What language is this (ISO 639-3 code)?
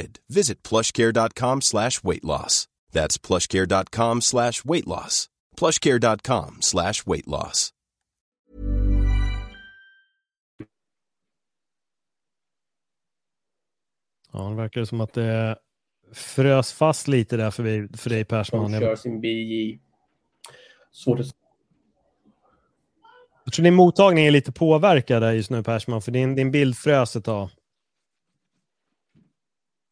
swe